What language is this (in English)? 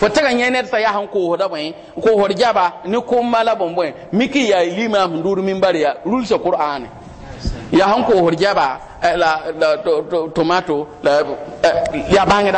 Mossi